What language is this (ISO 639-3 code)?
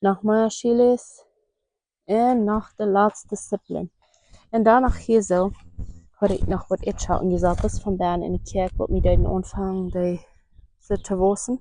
pdt